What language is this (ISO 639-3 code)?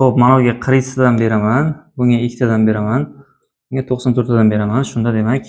uzb